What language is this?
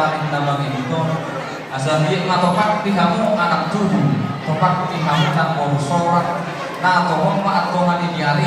Batak Toba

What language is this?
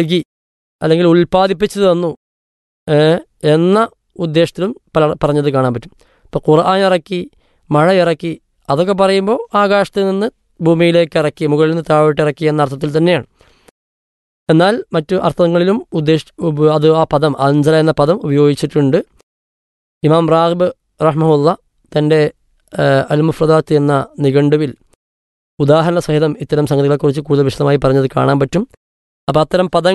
Malayalam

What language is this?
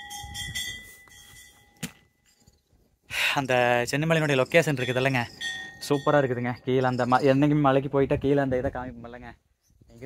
Tamil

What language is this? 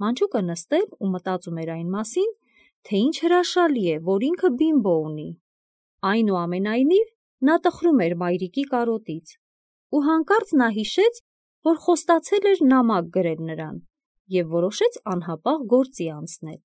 Armenian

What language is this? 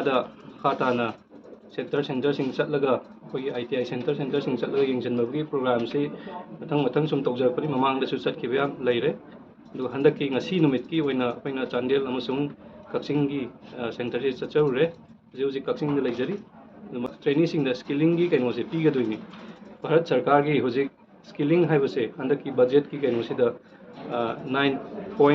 Manipuri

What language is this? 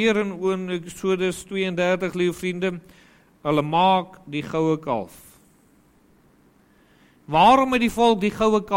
Afrikaans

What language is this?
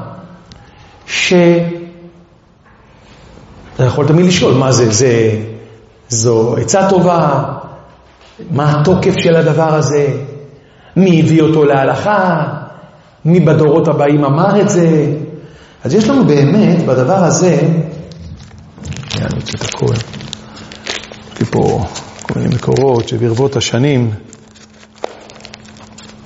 Hebrew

